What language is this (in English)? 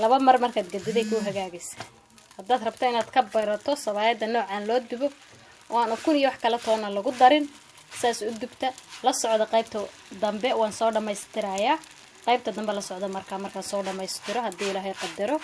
Somali